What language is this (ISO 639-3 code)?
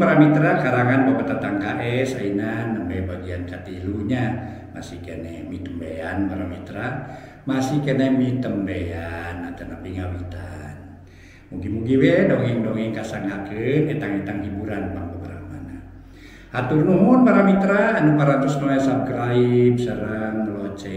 sun